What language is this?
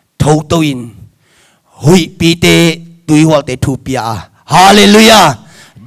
Tedim Chin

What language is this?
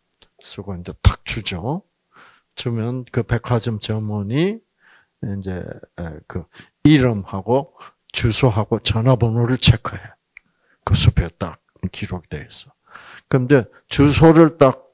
Korean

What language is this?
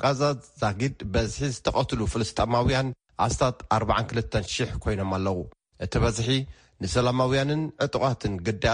Tigrinya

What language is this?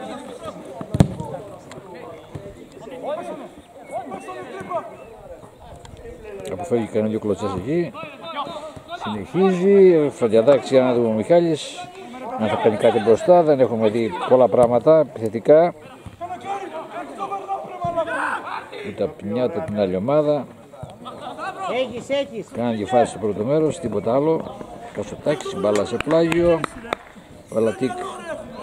Greek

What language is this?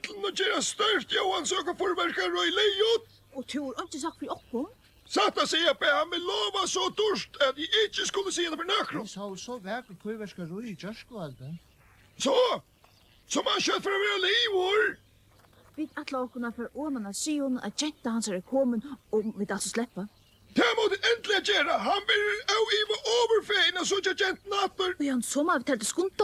Faroese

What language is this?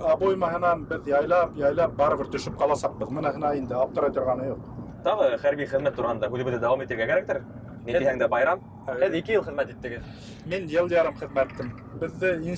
Bashkir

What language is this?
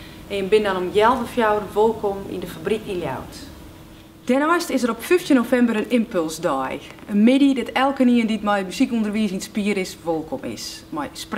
Western Frisian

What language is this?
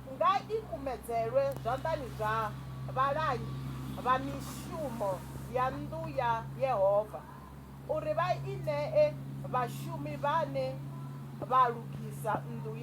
Venda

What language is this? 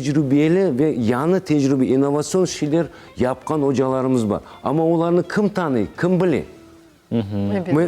Crimean Tatar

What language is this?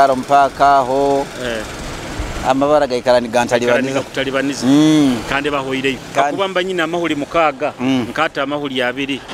Nyoro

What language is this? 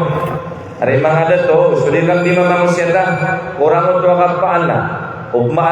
Maranao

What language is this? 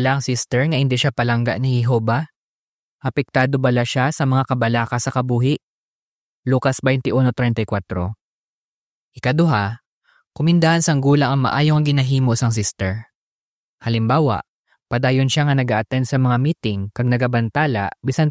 Hiligaynon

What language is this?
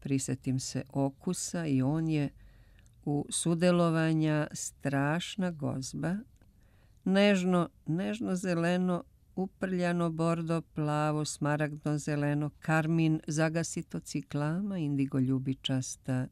Serbian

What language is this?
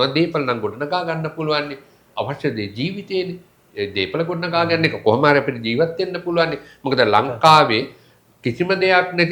Sinhala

